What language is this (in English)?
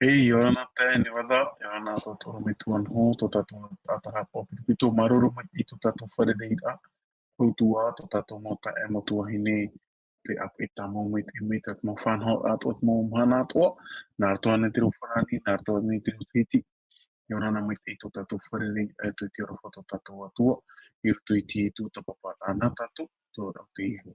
Tahitian